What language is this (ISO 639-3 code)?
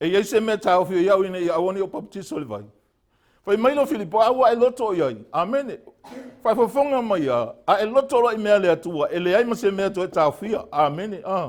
smo